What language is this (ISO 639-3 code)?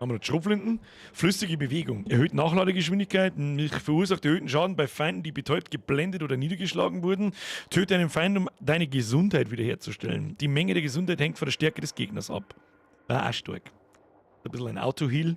bar